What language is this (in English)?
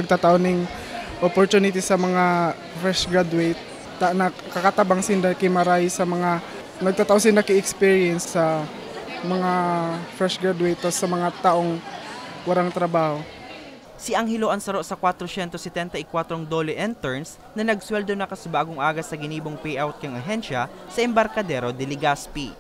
Bikol